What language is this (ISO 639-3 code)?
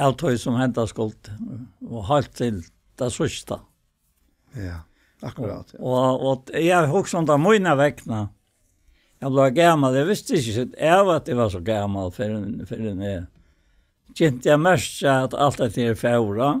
fao